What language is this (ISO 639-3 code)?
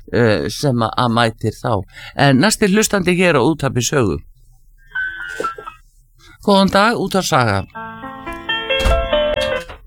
isl